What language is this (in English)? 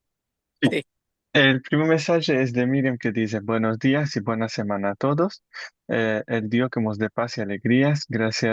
Ladino